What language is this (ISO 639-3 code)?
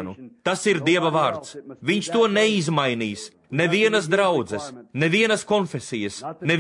lav